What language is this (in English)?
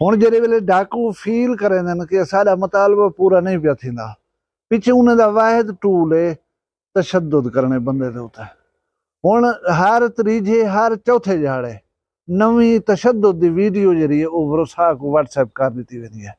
Saraiki